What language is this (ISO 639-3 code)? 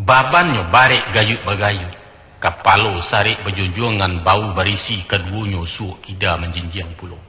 min